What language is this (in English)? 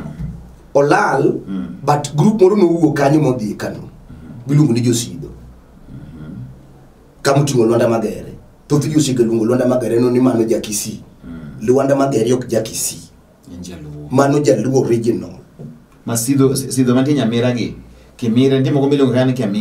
Luo (Kenya and Tanzania)